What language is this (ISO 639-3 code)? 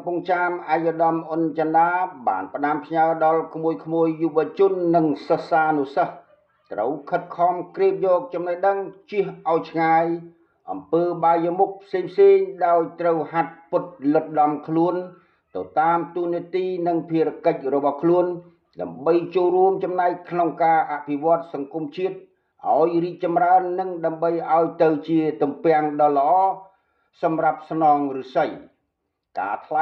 khm